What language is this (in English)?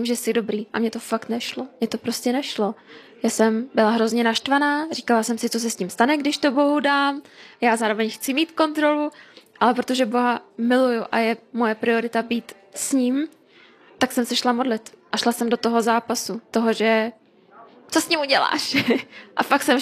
Czech